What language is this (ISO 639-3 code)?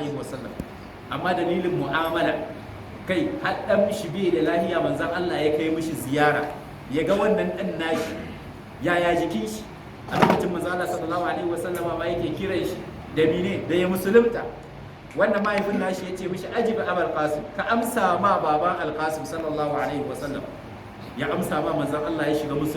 hau